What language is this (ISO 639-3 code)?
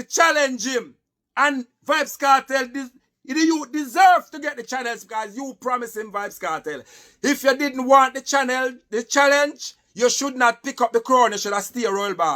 jam